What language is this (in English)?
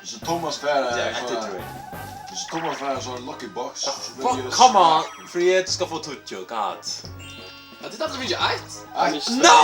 Faroese